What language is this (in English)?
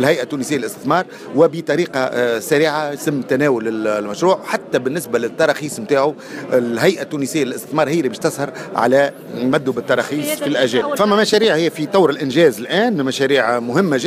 Tunisian Arabic